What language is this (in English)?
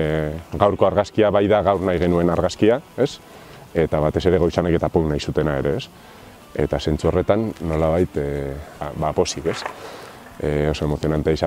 Basque